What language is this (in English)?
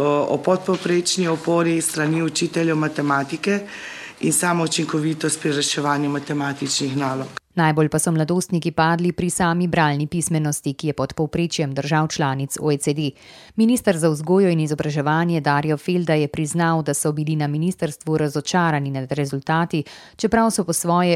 Slovenian